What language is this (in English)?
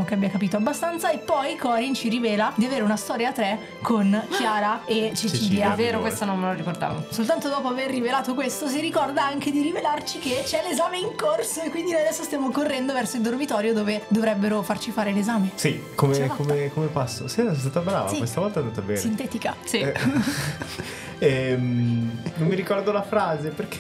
Italian